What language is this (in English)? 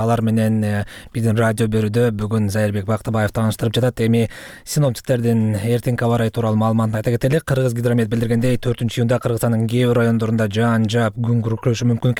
Kyrgyz